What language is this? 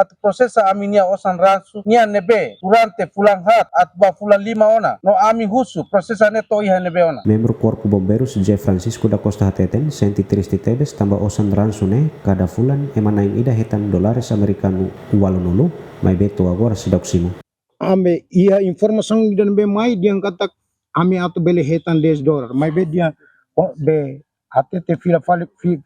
Tetum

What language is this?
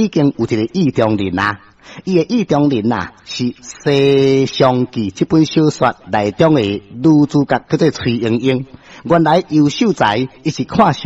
Min Nan Chinese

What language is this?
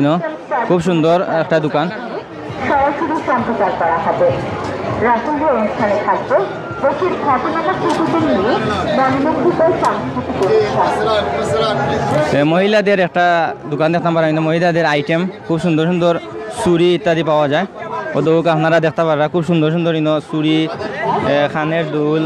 Sylheti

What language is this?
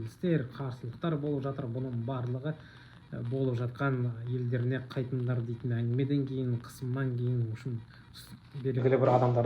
Kazakh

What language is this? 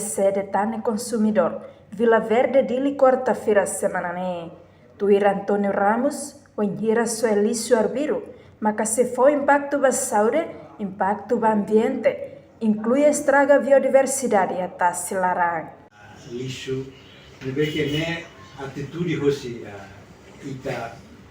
Tetum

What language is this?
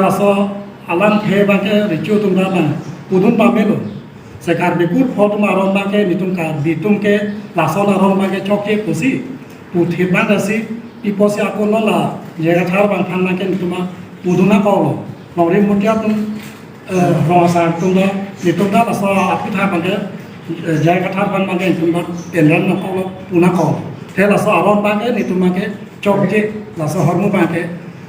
Karbi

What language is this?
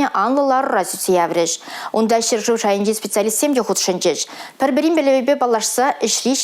Chuvash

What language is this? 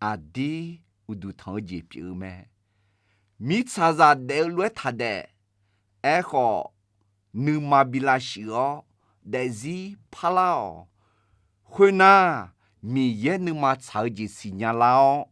Akha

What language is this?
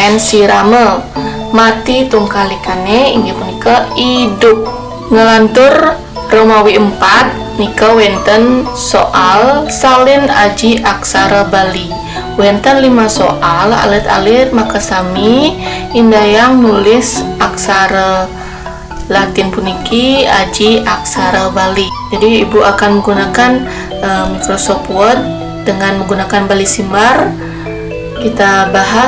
Balinese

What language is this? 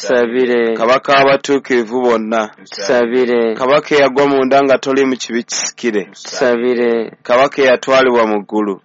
Ganda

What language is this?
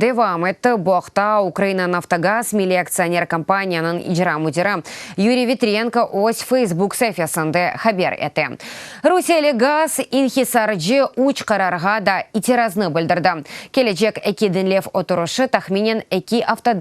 Crimean Tatar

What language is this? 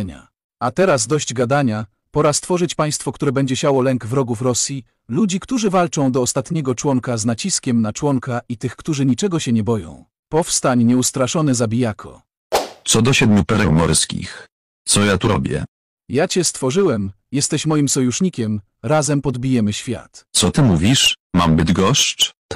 Polish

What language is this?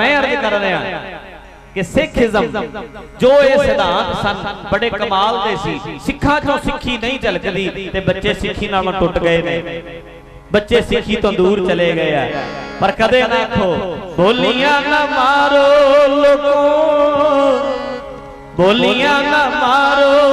Punjabi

